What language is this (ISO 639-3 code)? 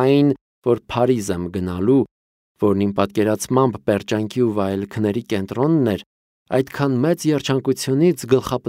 hye